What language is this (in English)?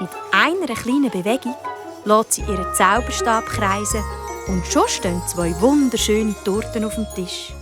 Swiss German